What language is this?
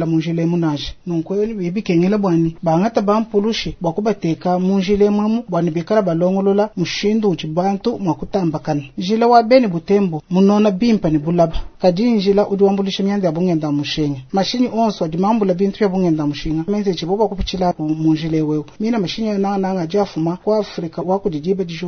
Luba-Lulua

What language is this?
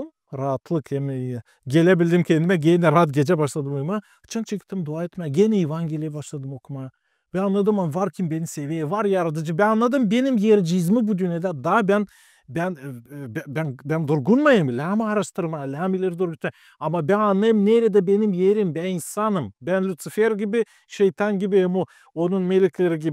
Gagauz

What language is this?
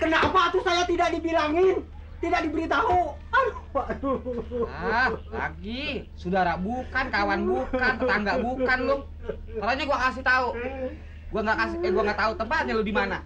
Betawi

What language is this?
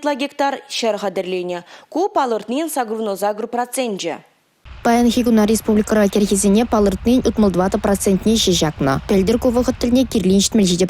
Chuvash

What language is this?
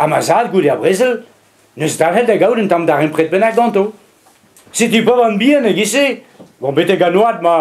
Breton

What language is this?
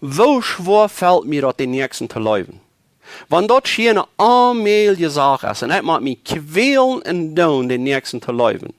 Plautdietsch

